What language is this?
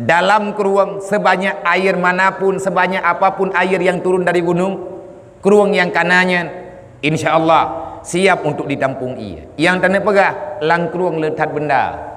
Achinese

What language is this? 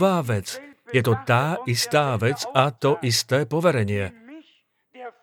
Slovak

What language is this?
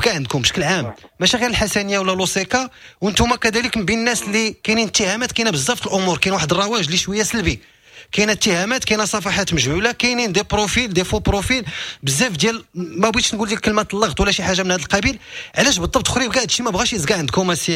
Moroccan Arabic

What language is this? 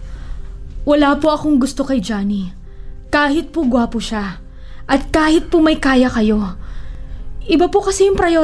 Filipino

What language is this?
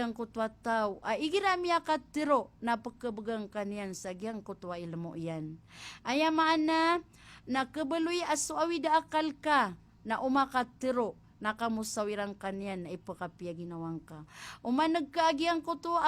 Maranao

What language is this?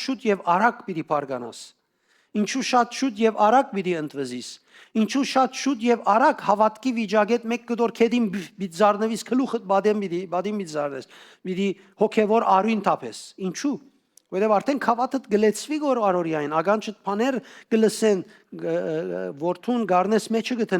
Western Armenian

